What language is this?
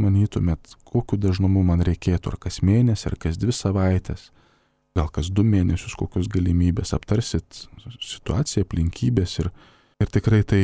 Lithuanian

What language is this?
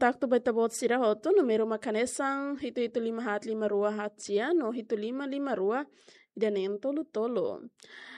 Tetum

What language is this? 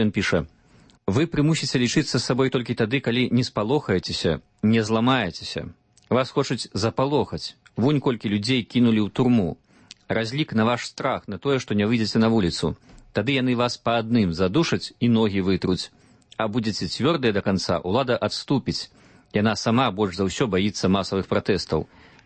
Belarusian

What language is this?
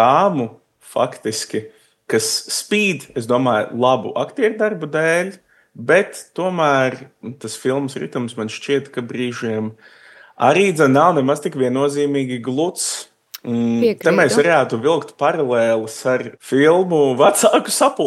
Latvian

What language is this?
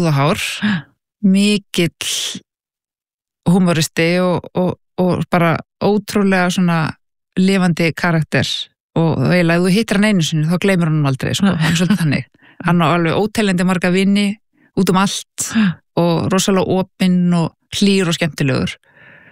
Icelandic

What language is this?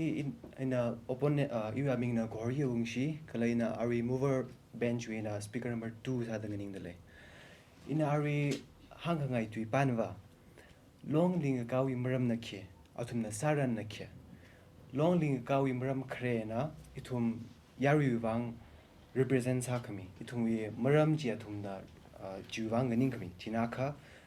Tangkhul Naga (India)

